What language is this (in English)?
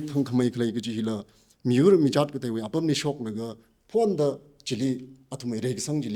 Tangkhul Naga (India)